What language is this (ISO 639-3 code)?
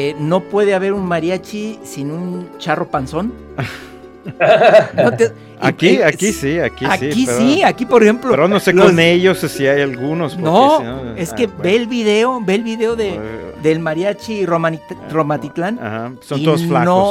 spa